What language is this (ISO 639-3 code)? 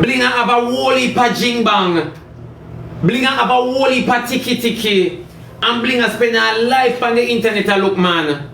jam